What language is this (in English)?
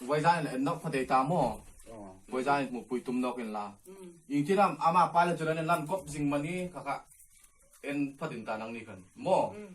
Hmar